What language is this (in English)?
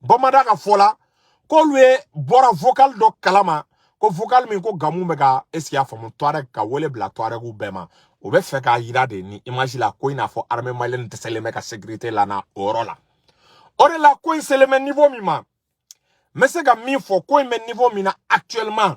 Bambara